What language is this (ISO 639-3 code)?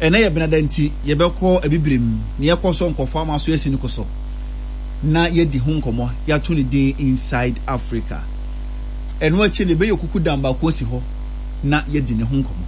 aka